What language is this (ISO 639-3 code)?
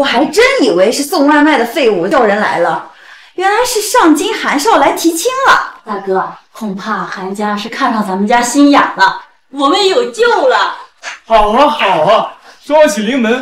zho